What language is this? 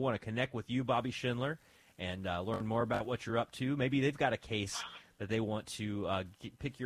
English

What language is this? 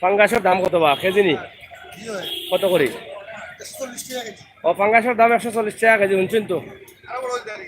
Sylheti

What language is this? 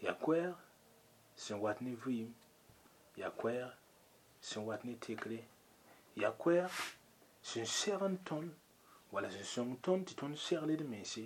Mossi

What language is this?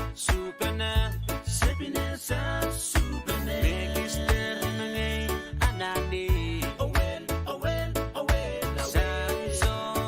Pohnpeian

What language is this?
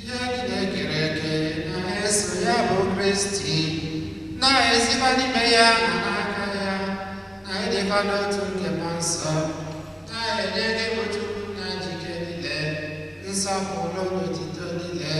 Igbo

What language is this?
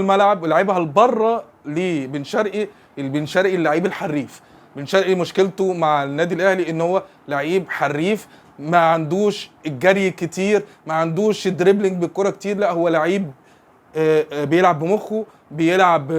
Egyptian Arabic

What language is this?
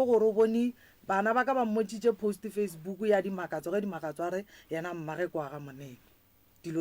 Northern Sotho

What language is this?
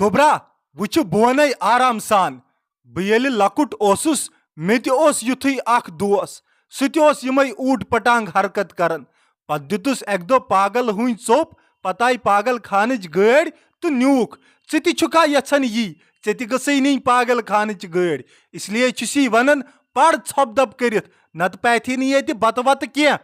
Kashmiri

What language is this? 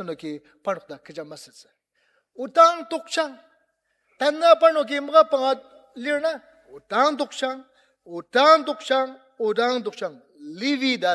Ao Naga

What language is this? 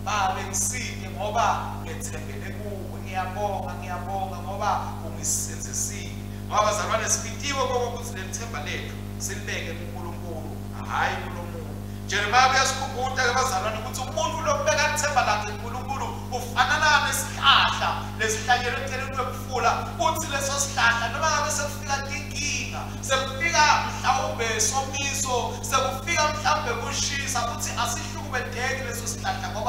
Swati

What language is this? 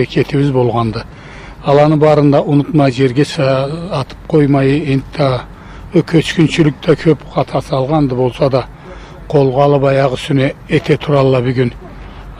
Karachay-Balkar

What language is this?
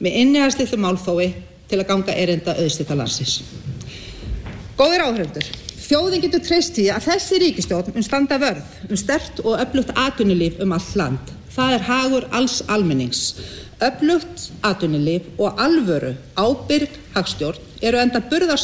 Icelandic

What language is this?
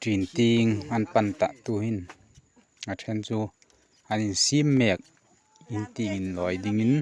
Hmar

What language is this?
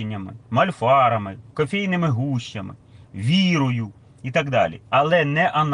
Ukrainian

